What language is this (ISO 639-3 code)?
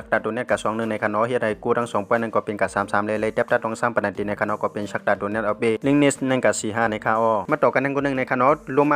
shn